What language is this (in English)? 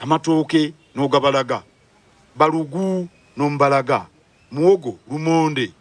Ganda